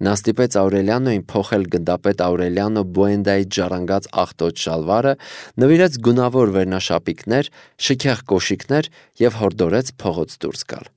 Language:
Armenian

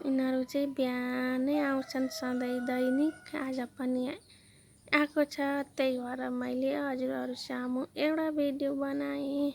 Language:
Nepali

